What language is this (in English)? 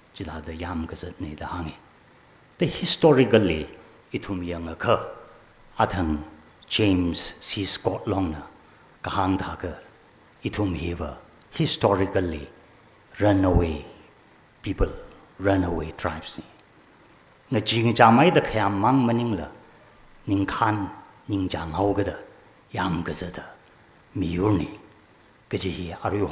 Tangkhul Naga (India)